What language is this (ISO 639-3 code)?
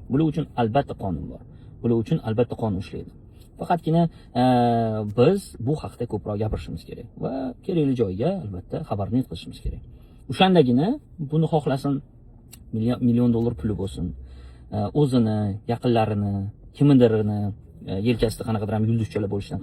uzb